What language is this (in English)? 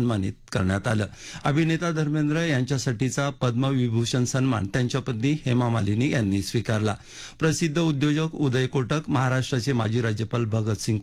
Marathi